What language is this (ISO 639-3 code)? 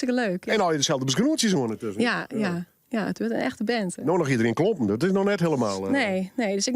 fry